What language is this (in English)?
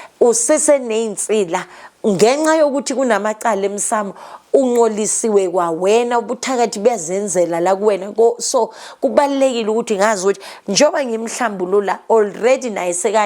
Zulu